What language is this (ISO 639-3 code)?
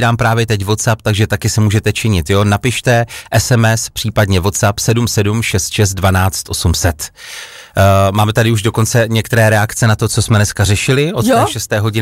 ces